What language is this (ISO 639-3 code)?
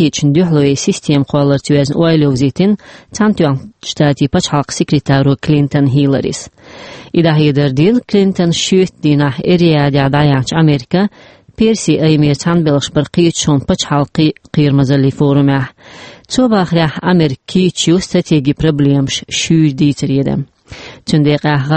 che